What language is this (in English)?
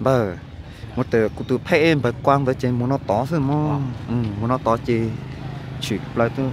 Hmong